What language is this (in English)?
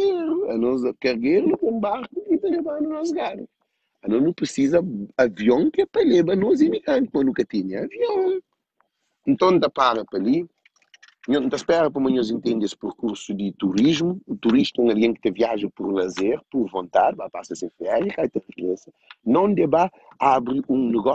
Kabuverdianu